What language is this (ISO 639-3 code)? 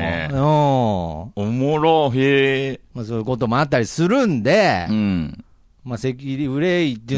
jpn